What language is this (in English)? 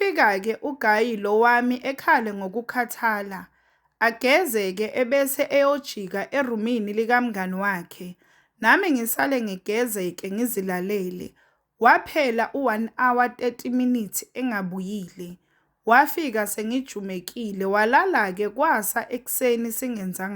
Zulu